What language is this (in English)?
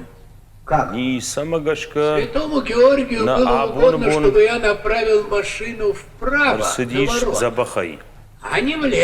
Ossetic